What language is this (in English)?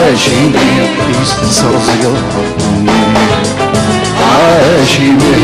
Kabyle